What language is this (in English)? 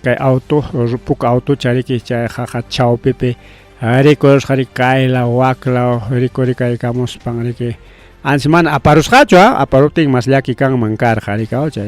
Ayacucho Quechua